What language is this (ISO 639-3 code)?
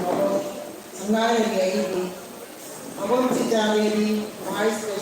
mni